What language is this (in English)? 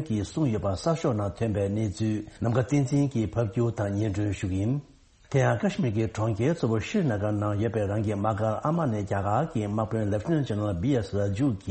Tibetan